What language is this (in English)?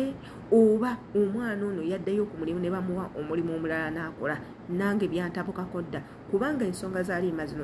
Ganda